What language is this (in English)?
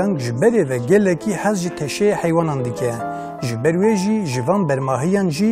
Kurdish